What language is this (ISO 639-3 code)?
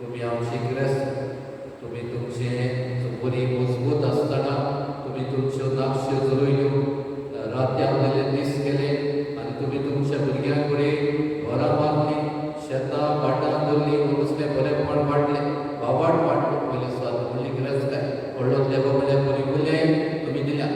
kok